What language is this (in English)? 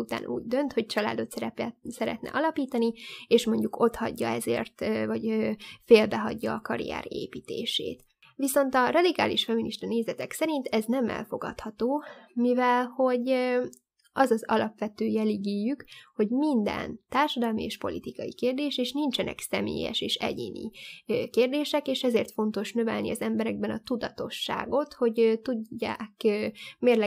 Hungarian